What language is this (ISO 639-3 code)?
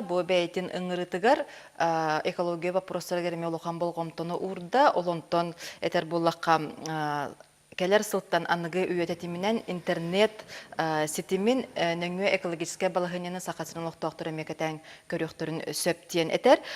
sah